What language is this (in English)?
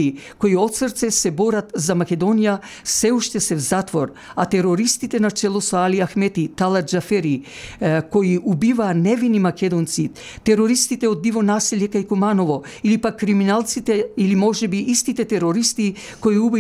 Macedonian